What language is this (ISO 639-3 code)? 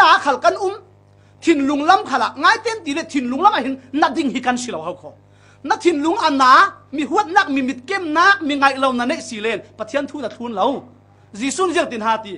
cfm